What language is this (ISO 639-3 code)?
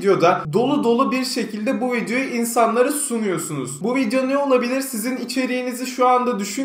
tur